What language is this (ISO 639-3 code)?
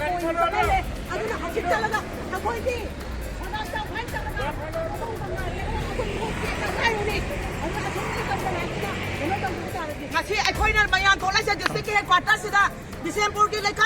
mni